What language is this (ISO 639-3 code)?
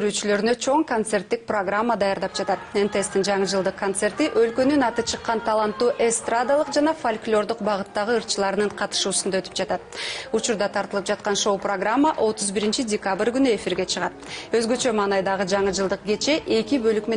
kir